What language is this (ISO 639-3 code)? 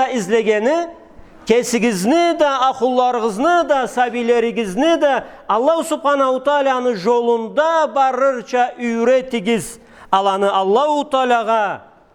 krc